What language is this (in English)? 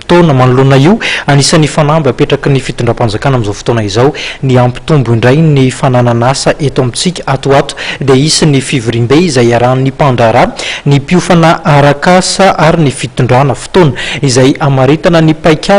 Malagasy